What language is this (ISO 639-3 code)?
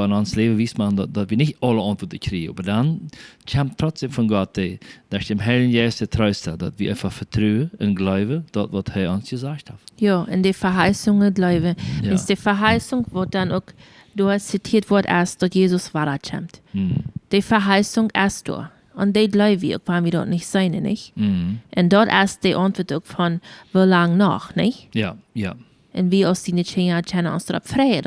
pdt